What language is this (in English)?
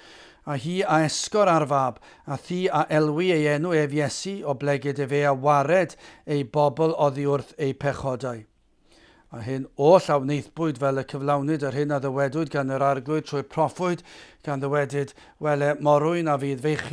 Welsh